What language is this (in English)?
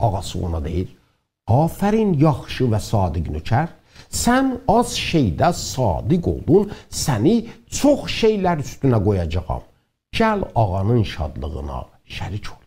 South Azerbaijani